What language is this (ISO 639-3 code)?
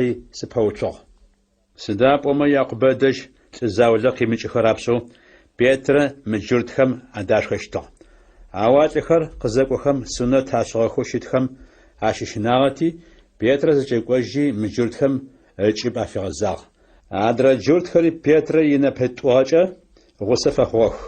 ady